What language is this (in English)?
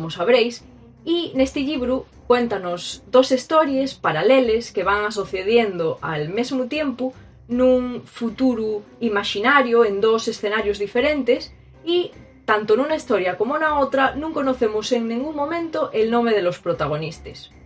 Asturian